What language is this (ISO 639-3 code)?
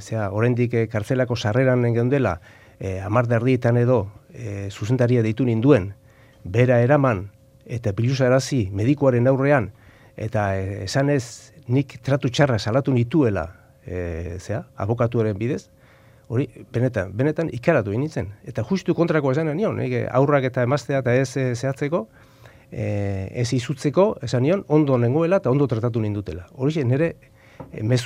eus